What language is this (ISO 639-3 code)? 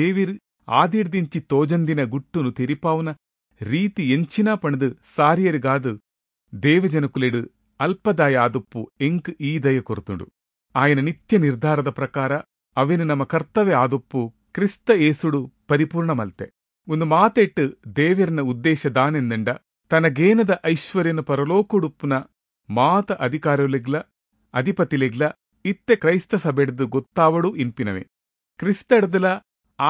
tcy